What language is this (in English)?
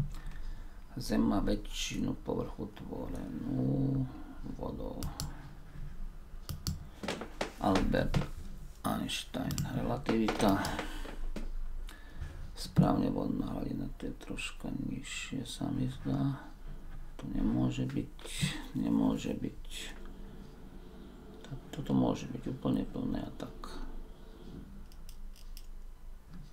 Slovak